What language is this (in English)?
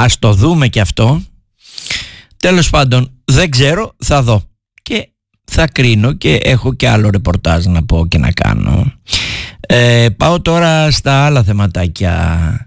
Greek